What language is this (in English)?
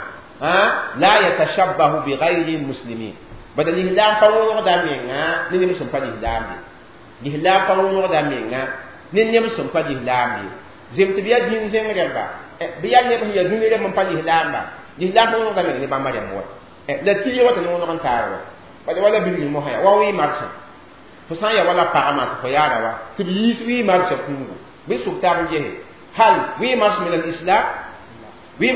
Mossi